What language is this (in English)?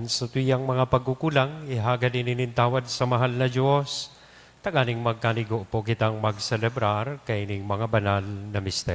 Bikol